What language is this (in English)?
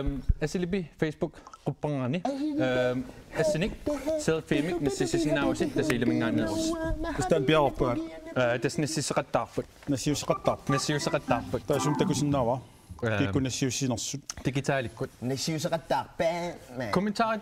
Kalaallisut